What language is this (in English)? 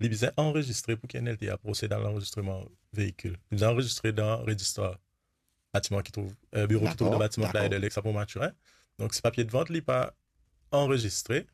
Morisyen